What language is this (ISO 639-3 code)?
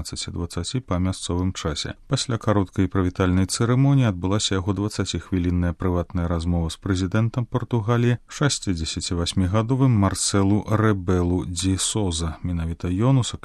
bel